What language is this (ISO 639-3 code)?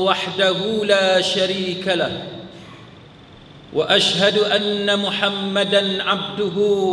msa